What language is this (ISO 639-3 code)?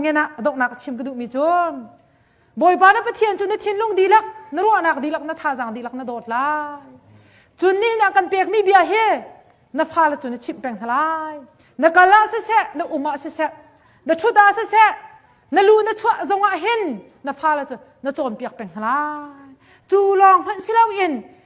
cnh